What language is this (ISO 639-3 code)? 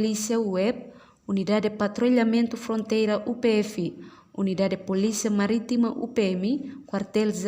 tet